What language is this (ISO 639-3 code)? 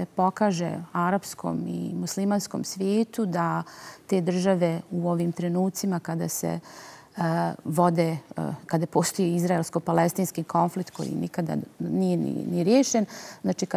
bos